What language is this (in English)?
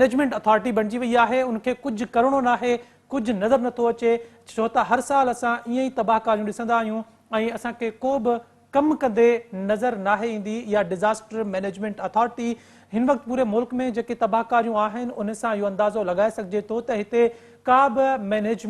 Sindhi